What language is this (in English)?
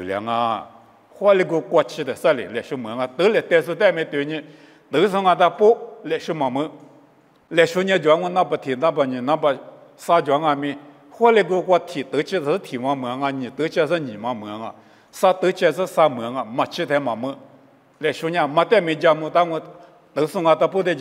Lisu